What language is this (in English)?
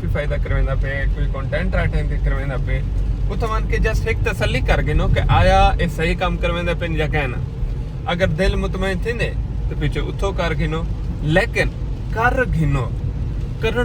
Saraiki